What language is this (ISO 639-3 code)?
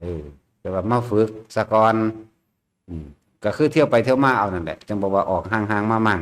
tts